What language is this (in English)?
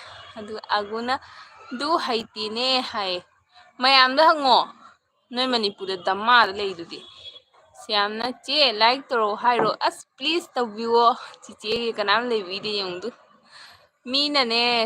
Manipuri